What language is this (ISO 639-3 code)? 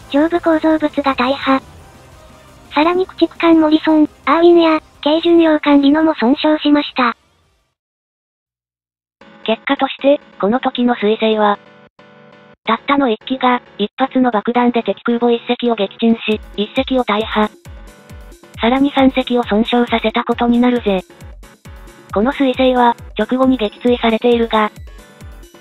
jpn